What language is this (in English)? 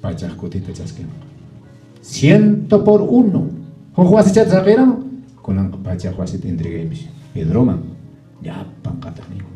Quechua